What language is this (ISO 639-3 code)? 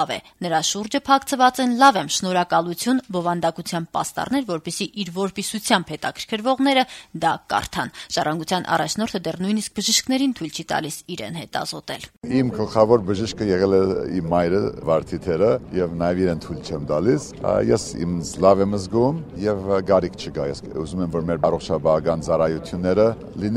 hye